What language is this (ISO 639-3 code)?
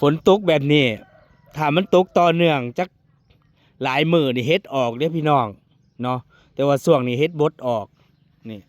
tts